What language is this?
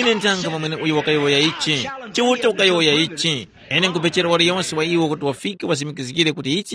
Tumbuka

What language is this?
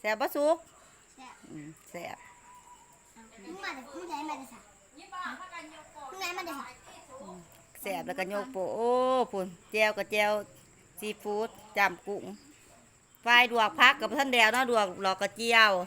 Lao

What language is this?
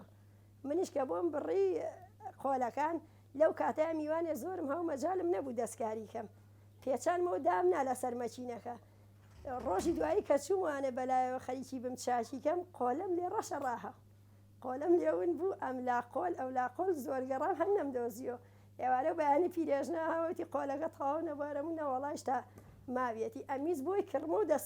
Central Kurdish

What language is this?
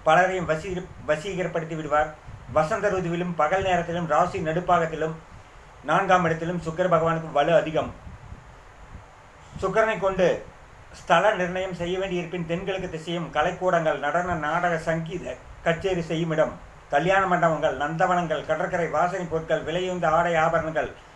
Tamil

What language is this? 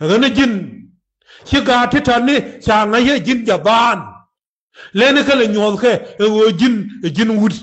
Nuer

